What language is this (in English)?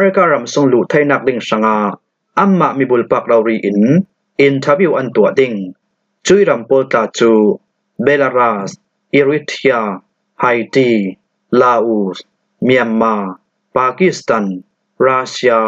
Falam Chin